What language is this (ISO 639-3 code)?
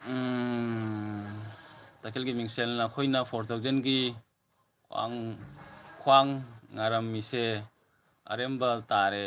mni